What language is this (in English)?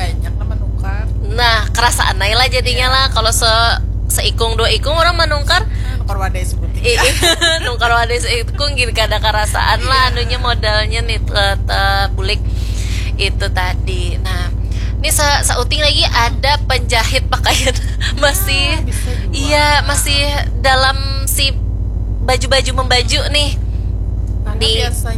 Banjar